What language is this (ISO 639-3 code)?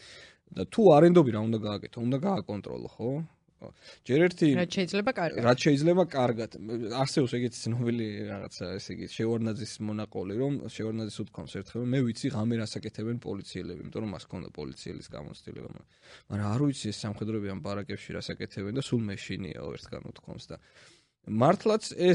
kat